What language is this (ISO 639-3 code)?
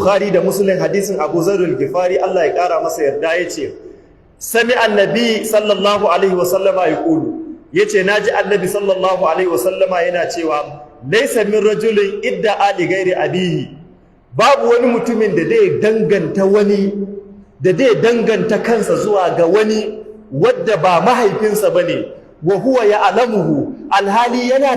hau